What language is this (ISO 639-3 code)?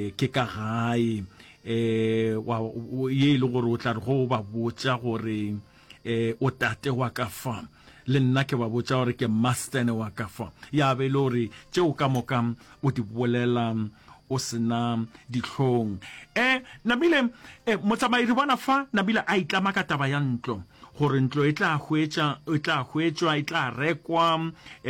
nso